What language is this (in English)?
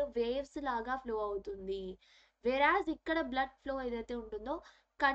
Telugu